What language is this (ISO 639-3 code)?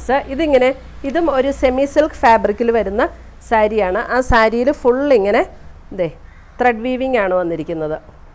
mal